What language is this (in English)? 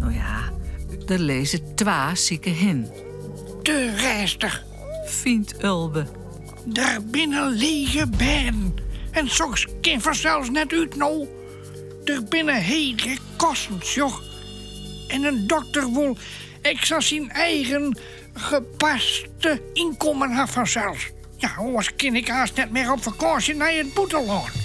Western Frisian